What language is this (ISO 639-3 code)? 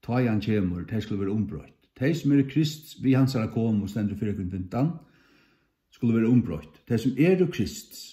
fao